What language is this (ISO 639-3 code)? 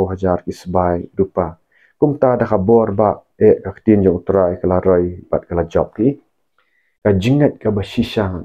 kha